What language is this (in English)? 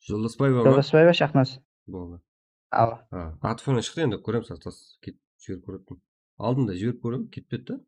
Kara-Kalpak